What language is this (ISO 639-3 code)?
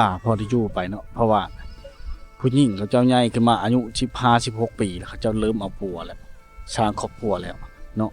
lao